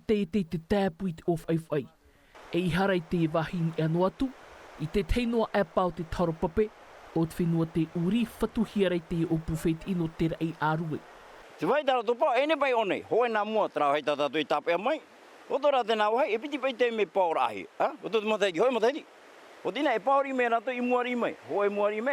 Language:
Tahitian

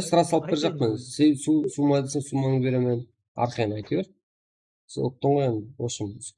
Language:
Kara-Kalpak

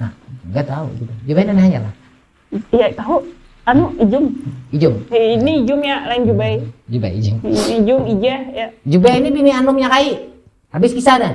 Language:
Banjar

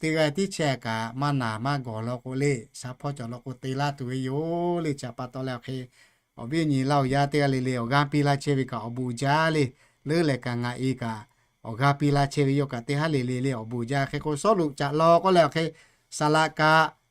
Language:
Lahu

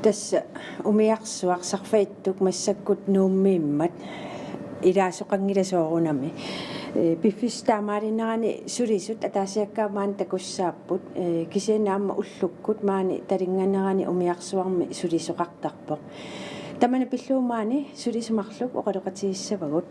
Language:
Kalaallisut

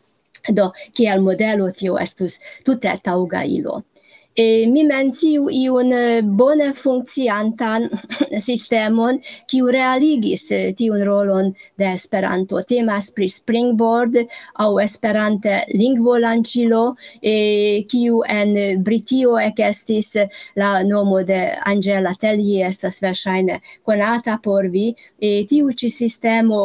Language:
Esperanto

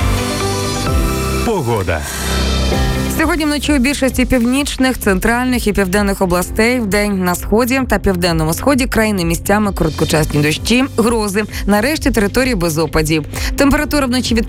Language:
Ukrainian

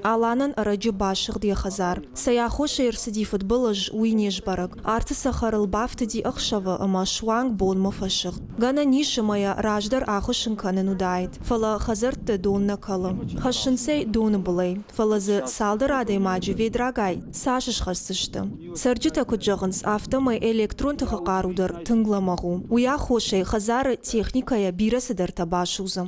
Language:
Ossetic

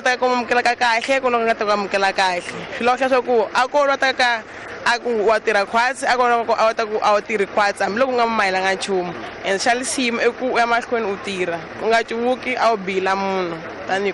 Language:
Tsonga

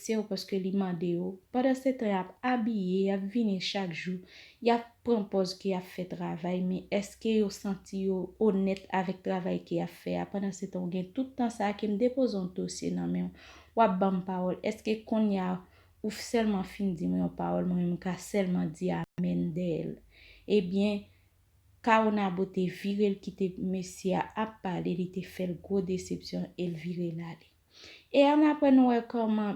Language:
Haitian Creole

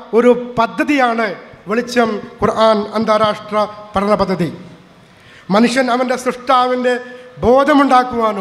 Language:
Malayalam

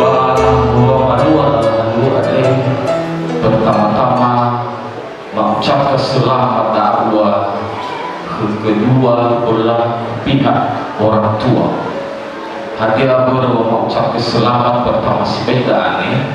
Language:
Nias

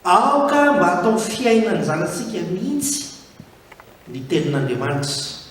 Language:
Malagasy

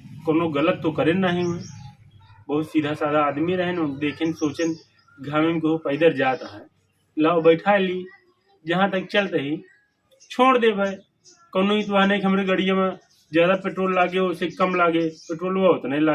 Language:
Awadhi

